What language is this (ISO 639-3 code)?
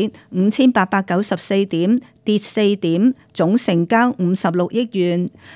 yue